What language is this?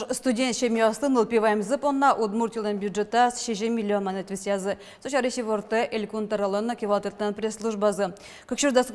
Udmurt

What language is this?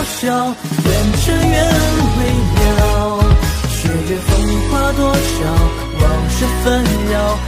Chinese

